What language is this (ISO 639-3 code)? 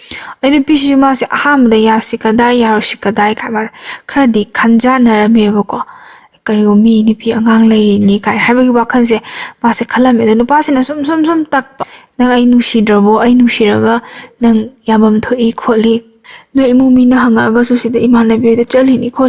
mni